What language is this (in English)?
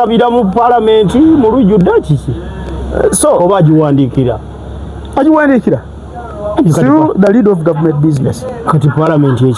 Ganda